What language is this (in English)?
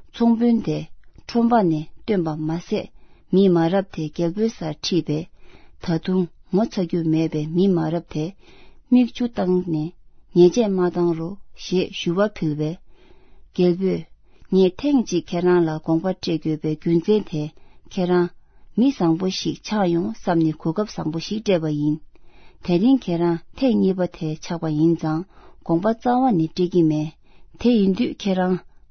Tibetan